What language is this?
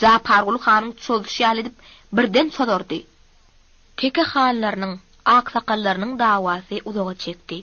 Turkmen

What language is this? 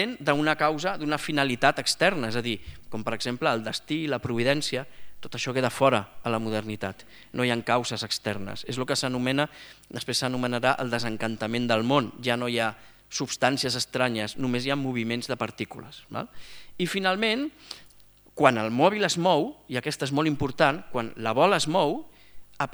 Catalan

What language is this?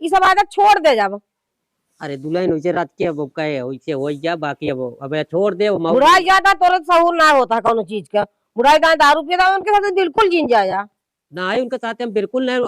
Awadhi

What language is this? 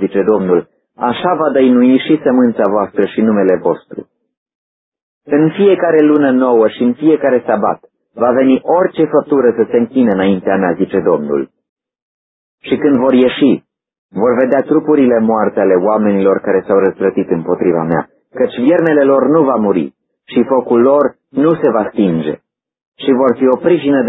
Romanian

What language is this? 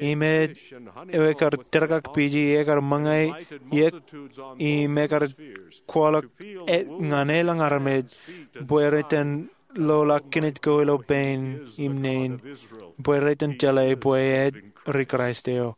Marshallese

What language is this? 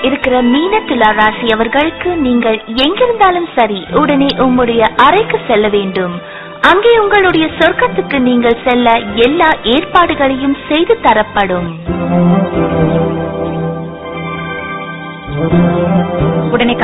Tamil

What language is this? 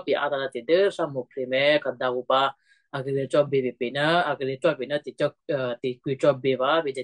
Western Kayah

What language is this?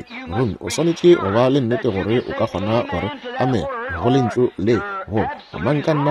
Northern Sotho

